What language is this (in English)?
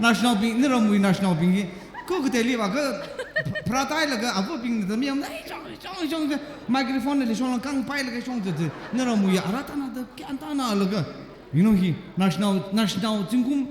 Tangkhul Naga (India)